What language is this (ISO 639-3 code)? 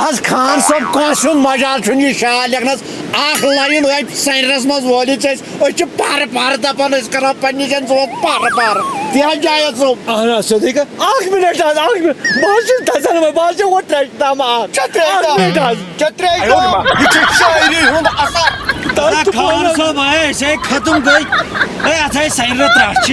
kas